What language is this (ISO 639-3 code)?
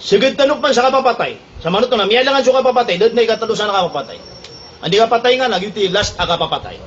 mrw